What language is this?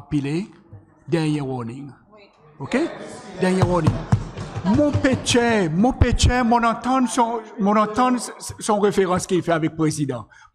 Seselwa Creole French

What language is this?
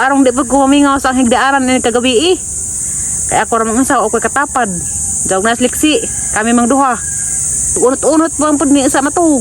Cebuano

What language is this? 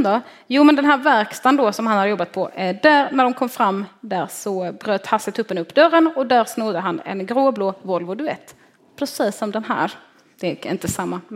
Swedish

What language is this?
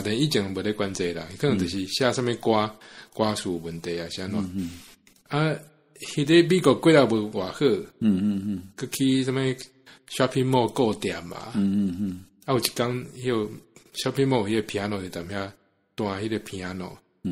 Min Nan Chinese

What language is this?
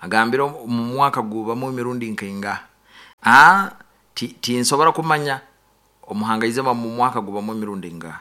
Nyoro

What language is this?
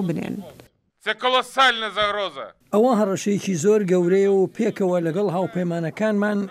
Central Kurdish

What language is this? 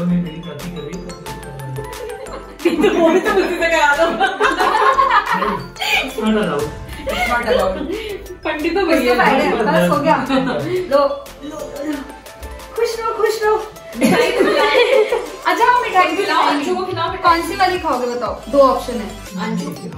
Hindi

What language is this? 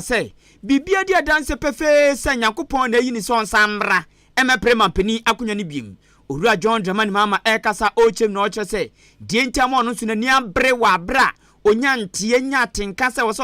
Akan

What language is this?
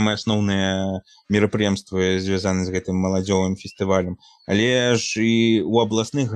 Belarusian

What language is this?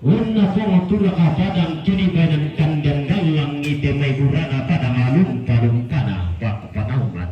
Toraja-Sa'dan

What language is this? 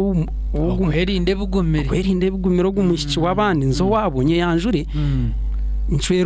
Nyankole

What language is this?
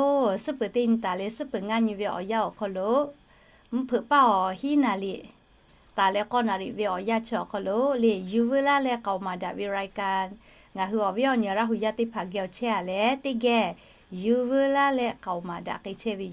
Lahu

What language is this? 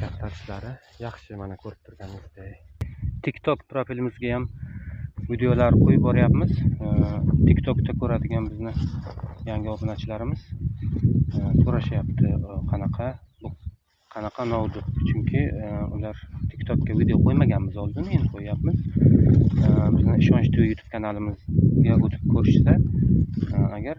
Uzbek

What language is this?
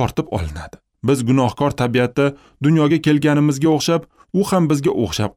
Uzbek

